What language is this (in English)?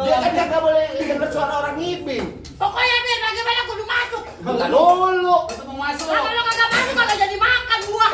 Betawi